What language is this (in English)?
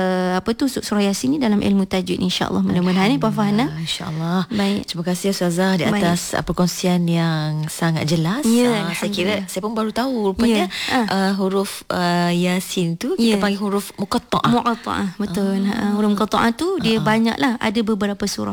Malay